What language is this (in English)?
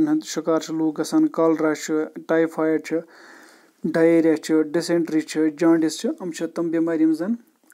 Kashmiri